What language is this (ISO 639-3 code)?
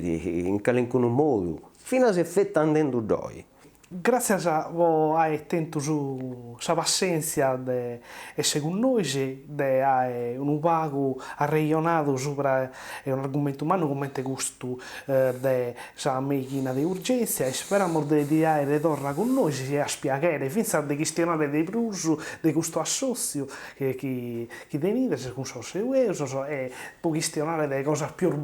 srd